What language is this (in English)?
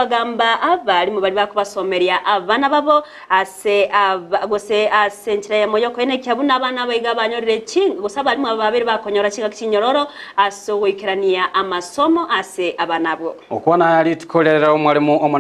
Gusii